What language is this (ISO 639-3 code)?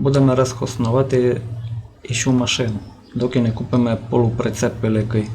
rue